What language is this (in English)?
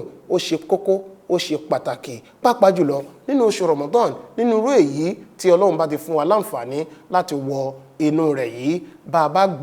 Yoruba